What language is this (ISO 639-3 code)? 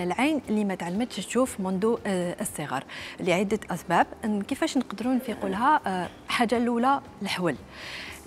arq